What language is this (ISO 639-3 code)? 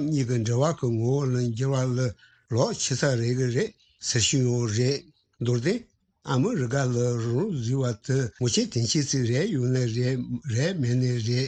bod